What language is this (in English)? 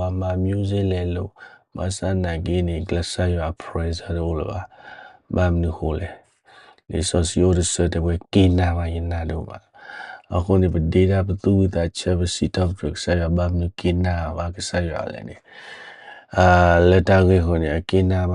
S'gaw Karen